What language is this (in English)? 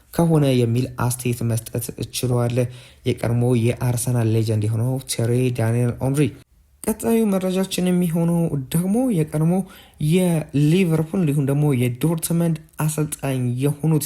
Amharic